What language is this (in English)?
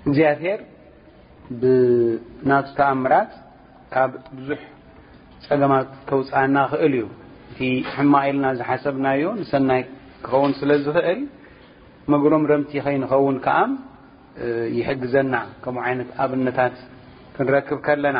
Tigrinya